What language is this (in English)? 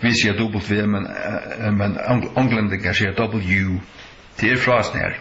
Faroese